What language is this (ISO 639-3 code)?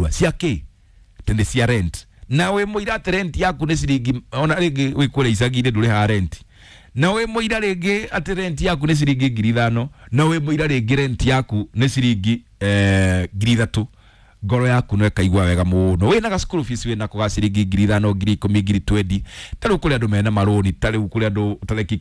kik